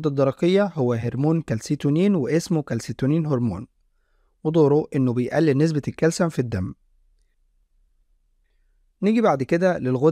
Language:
Egyptian Arabic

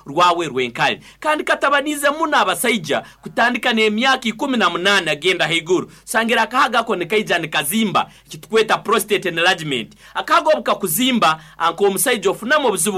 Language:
Nyoro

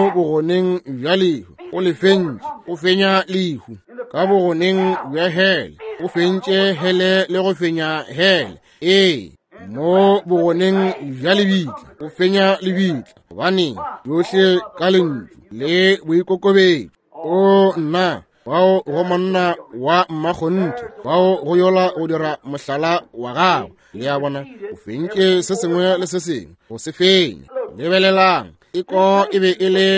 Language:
Northern Sotho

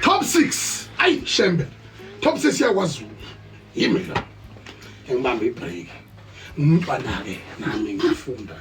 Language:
Zulu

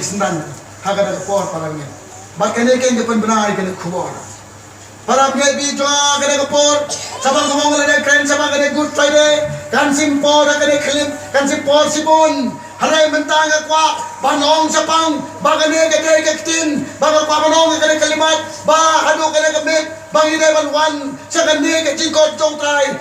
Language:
Khasi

